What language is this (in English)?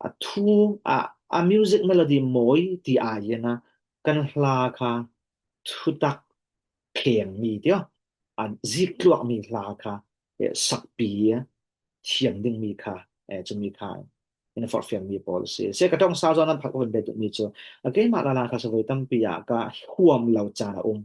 Falam Chin